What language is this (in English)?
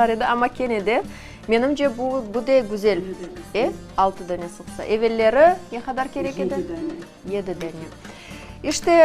Crimean Tatar